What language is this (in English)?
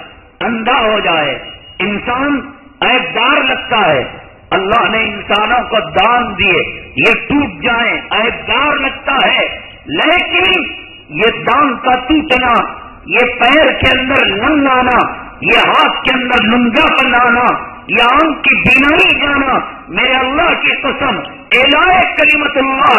Urdu